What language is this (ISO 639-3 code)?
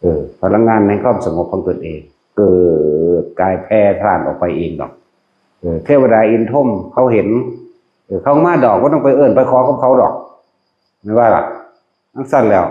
tts